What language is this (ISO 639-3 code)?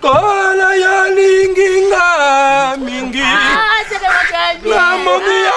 lin